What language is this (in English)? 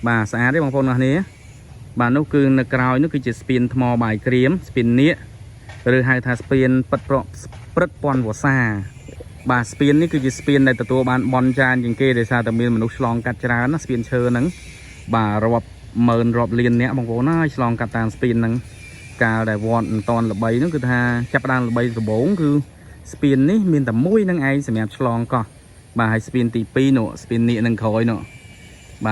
Khmer